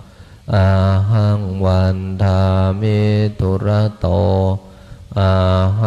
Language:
Pali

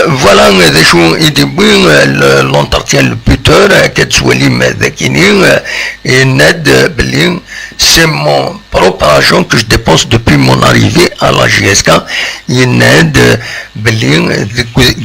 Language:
Kabyle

